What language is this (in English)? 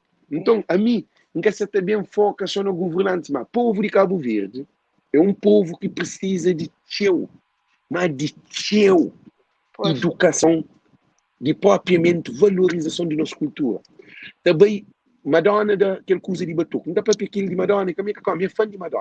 Kabuverdianu